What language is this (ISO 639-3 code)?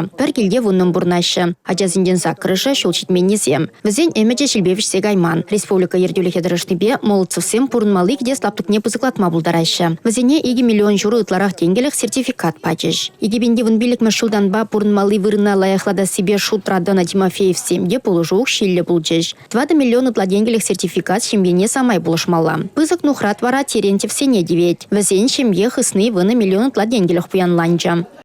chv